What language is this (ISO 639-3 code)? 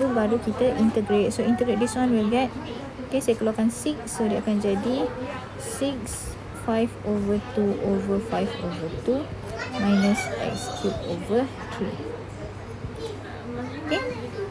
msa